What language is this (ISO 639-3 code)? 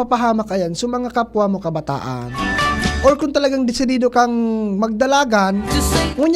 bik